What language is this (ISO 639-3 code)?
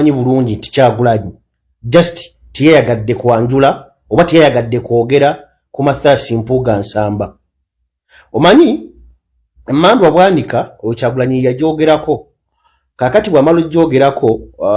lug